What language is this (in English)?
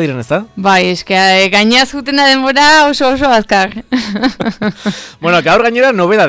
Basque